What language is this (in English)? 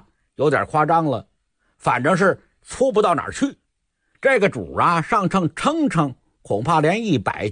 Chinese